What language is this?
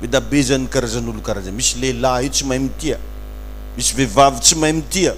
Malagasy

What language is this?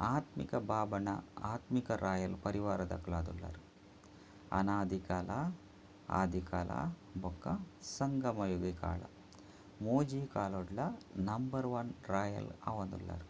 Tulu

